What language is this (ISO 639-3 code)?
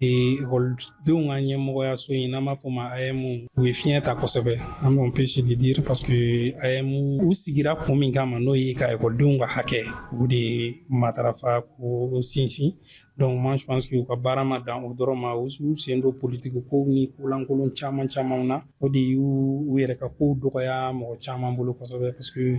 bam